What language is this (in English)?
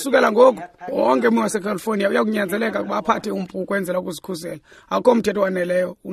Xhosa